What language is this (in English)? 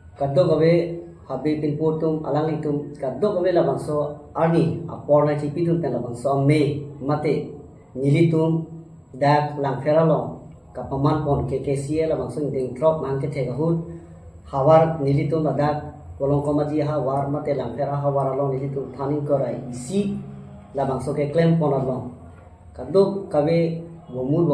Karbi